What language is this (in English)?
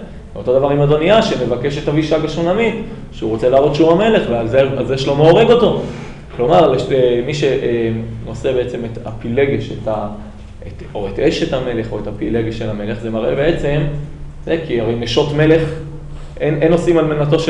Hebrew